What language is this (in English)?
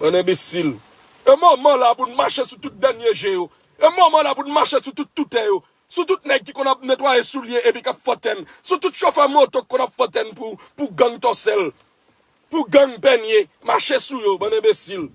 Haitian Creole